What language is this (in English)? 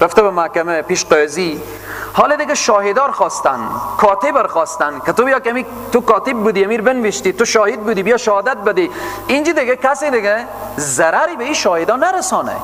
Persian